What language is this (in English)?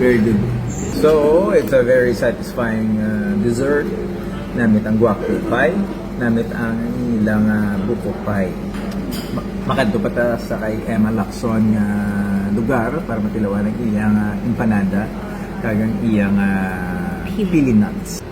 Hiligaynon